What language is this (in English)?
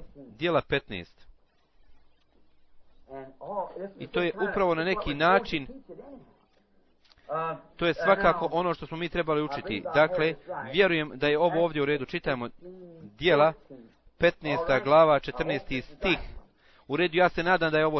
Bosnian